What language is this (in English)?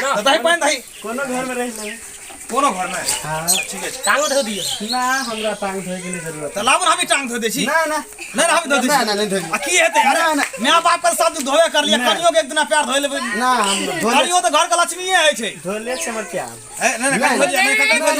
Maithili